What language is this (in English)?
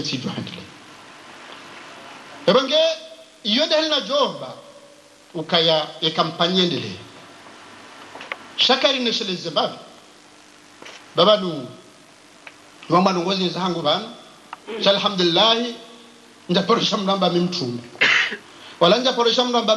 Swahili